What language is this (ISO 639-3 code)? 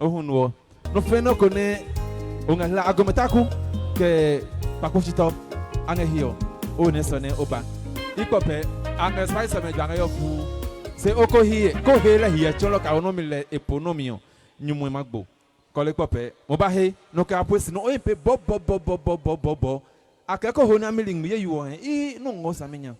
ada